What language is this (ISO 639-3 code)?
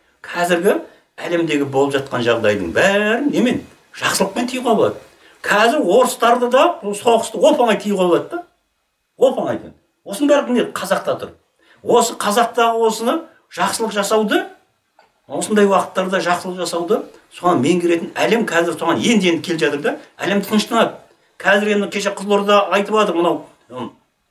kaz